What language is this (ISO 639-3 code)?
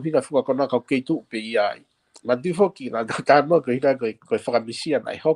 ton